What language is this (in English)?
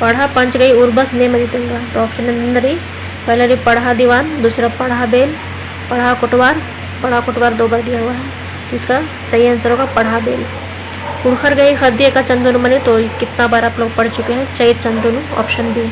Kurukh